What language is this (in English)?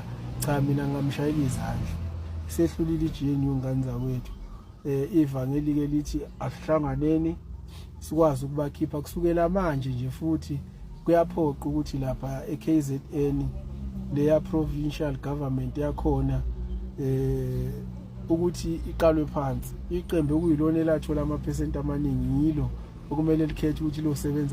Zulu